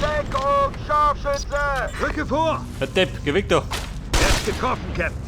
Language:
Bavarian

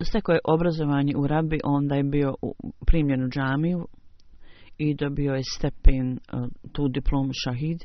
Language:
Bosnian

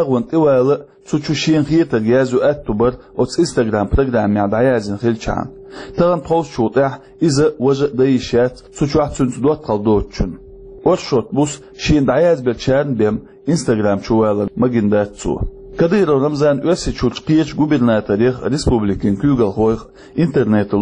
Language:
Chechen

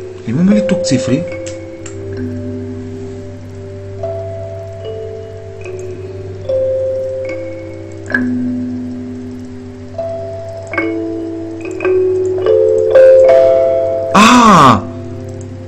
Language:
Bulgarian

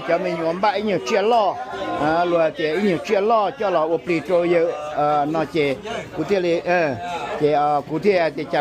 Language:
Hmong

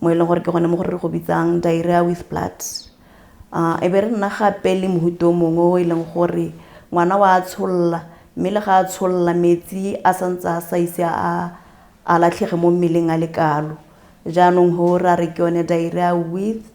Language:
Tswana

